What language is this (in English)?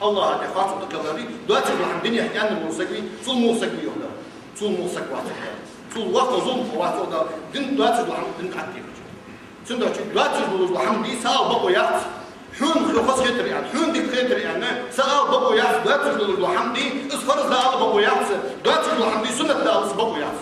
Ingush